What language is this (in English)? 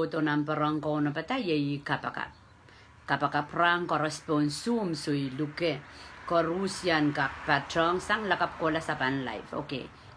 Pohnpeian